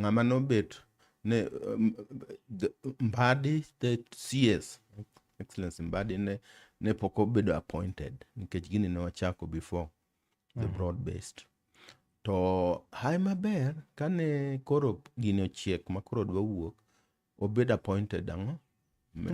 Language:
Luo (Kenya and Tanzania)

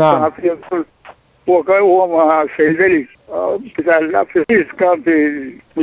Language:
Sudanese Arabic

